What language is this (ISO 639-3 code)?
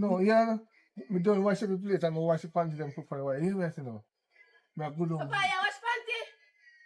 jam